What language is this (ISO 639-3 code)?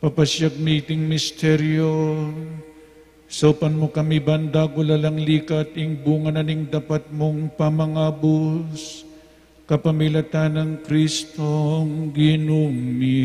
pam